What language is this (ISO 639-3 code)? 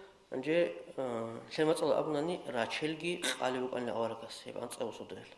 ava